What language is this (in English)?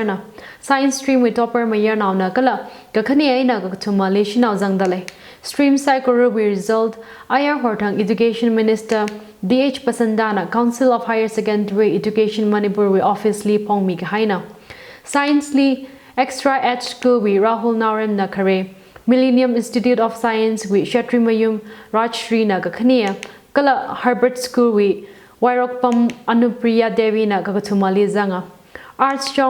Tangkhul Naga (India)